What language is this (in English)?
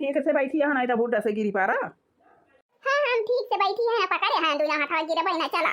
Awadhi